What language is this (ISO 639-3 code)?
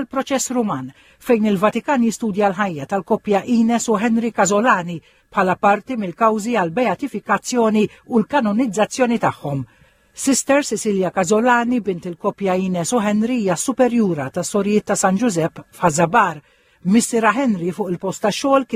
mlt